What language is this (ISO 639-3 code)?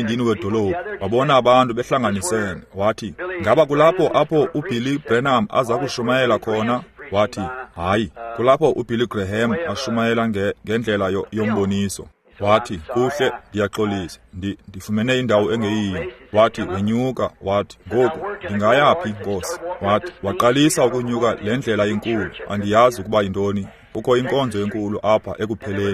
xho